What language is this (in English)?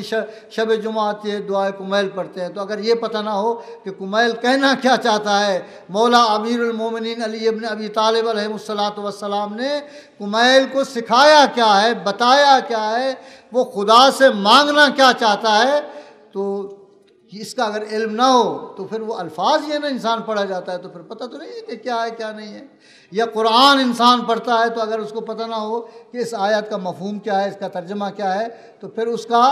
Urdu